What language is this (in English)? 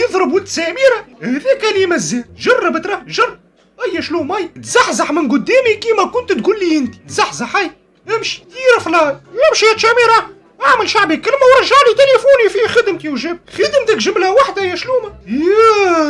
Tunisian Arabic